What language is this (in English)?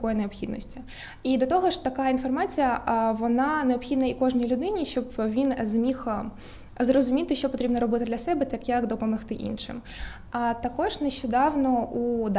Ukrainian